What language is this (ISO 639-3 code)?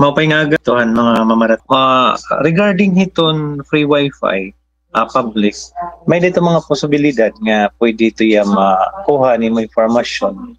war